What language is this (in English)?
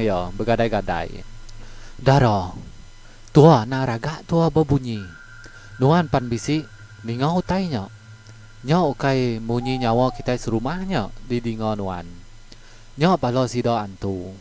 Iban